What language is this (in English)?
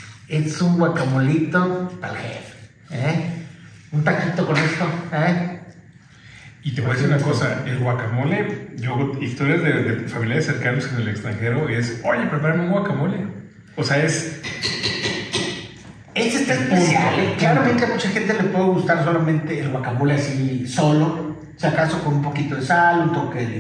Spanish